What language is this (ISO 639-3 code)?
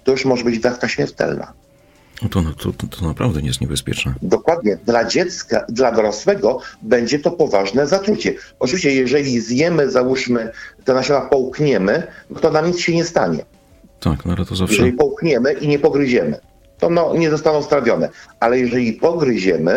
pol